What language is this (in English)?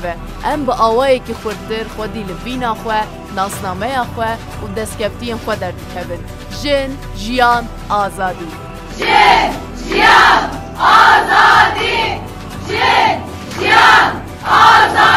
Kurdish